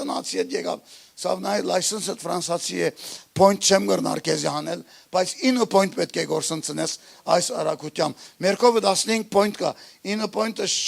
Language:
Western Armenian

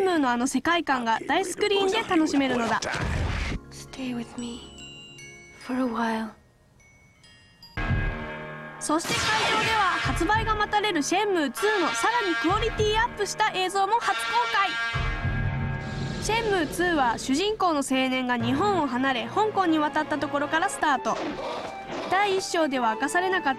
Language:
Japanese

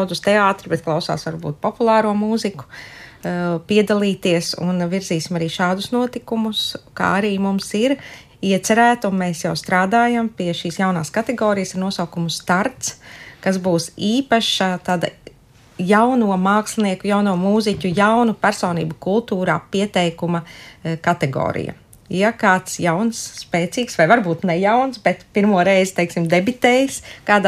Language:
Latvian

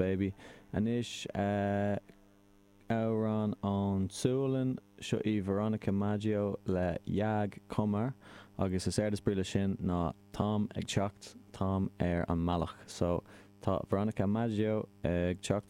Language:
Irish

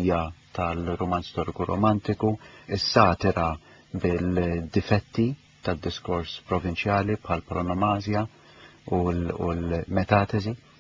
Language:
Maltese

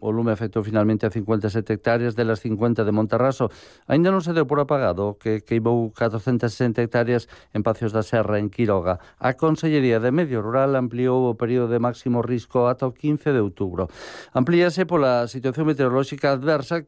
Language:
Galician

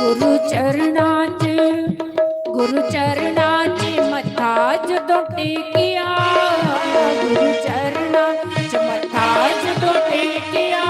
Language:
Dogri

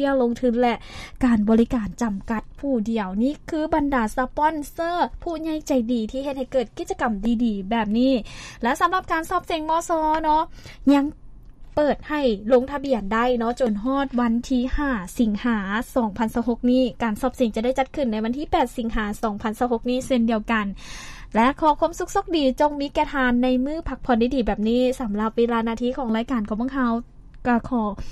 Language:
Lao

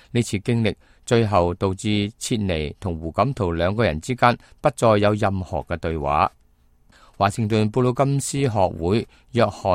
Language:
Cantonese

